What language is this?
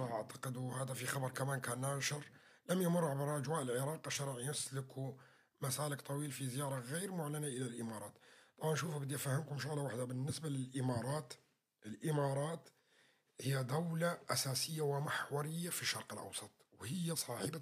North Levantine Arabic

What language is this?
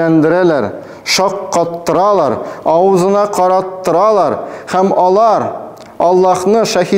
Tatar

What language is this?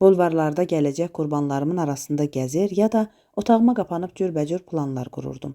Azerbaijani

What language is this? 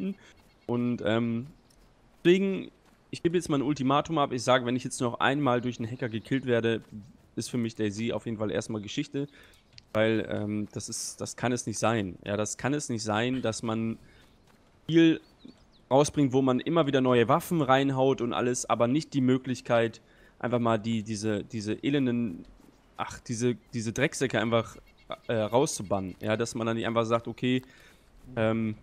German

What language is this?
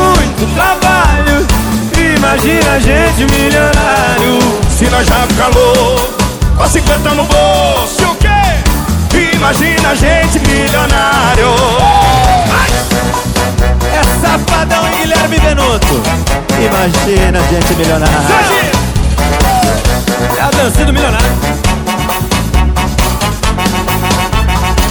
Portuguese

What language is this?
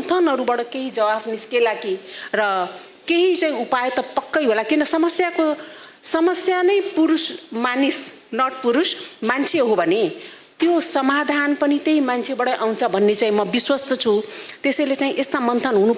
Nepali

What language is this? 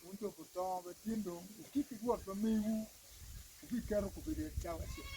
Acoli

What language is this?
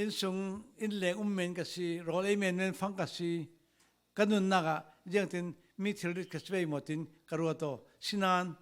Falam Chin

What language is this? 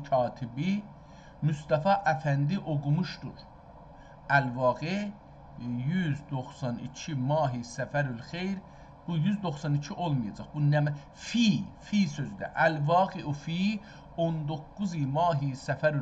South Azerbaijani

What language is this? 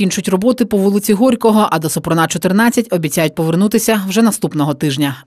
Ukrainian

